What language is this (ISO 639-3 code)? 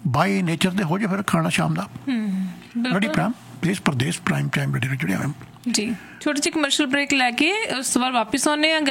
pan